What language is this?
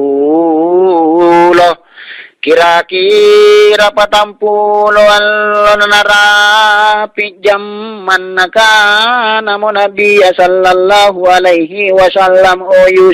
Makasar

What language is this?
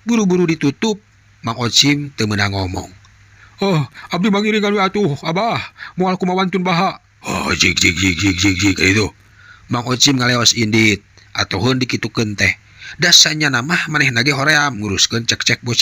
Sundanese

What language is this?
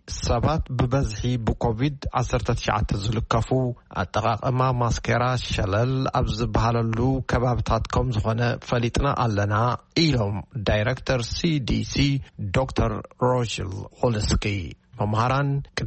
Tigrinya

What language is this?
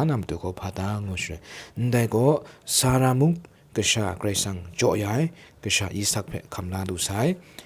Kachin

